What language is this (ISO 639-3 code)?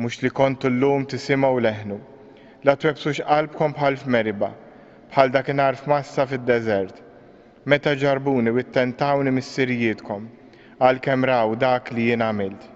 mlt